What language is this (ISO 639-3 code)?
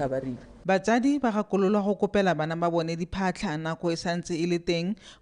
tsn